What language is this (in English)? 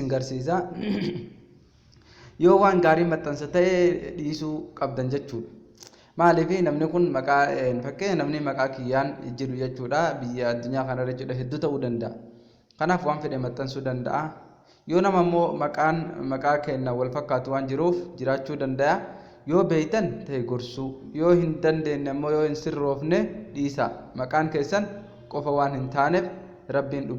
Oromo